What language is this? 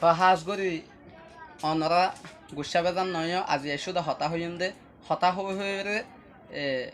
Rohingya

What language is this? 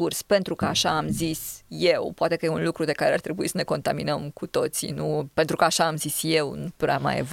Romanian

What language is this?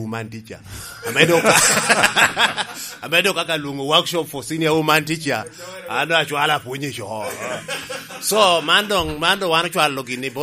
Lango (Uganda)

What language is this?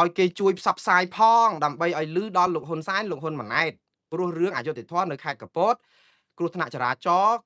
Khmer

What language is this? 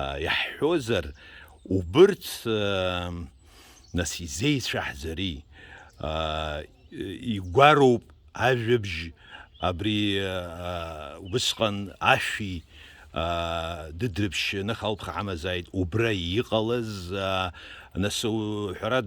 Abkhazian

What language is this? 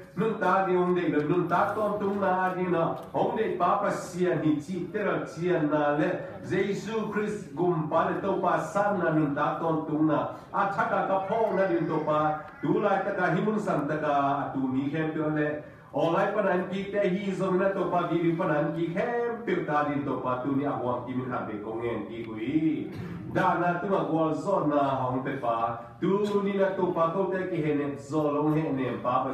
Tedim Chin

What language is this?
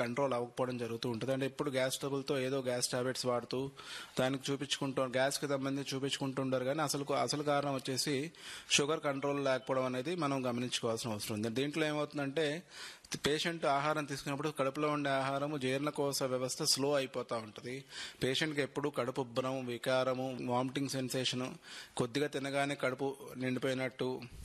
Telugu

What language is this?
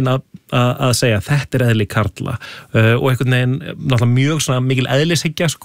Icelandic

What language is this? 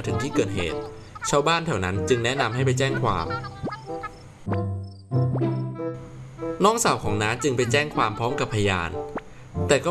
Thai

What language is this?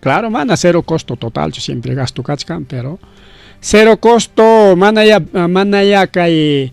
Ayacucho Quechua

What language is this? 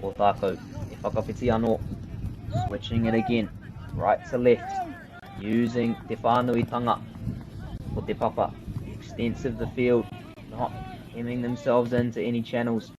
Māori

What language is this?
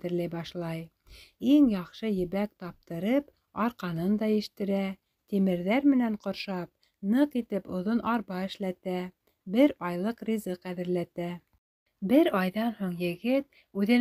Bashkir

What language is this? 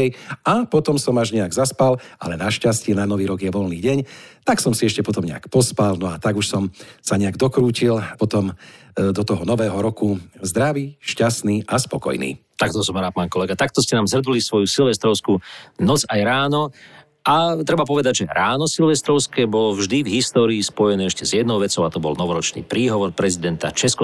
Slovak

